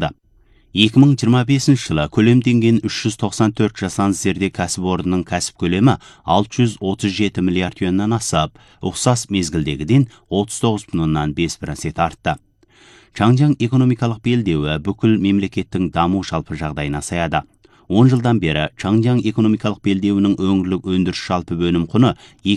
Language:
Kazakh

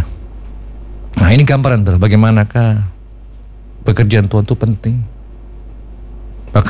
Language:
Indonesian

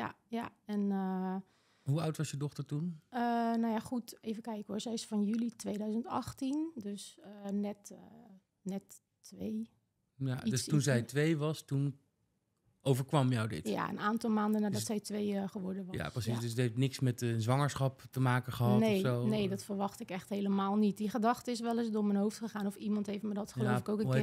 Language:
Dutch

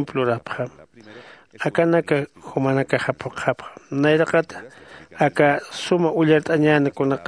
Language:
Aymara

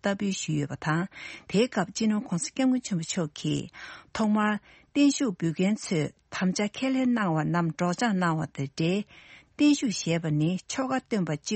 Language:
Tibetan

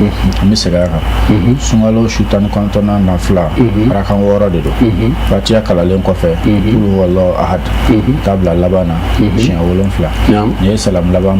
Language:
Bambara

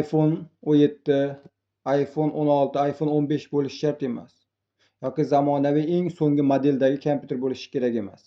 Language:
Uzbek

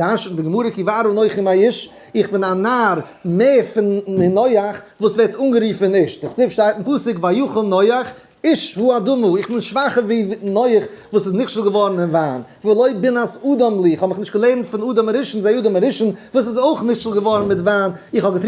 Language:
Yiddish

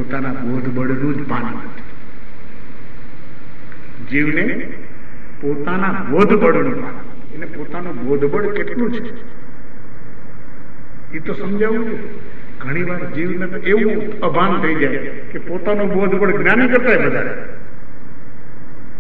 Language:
Gujarati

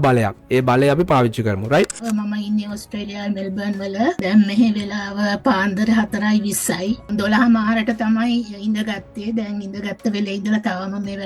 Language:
Sinhala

